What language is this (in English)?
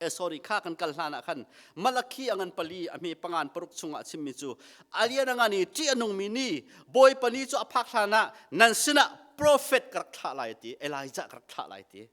Hakha Chin